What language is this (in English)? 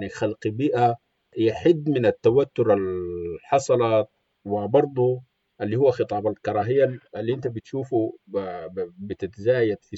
Sudanese Arabic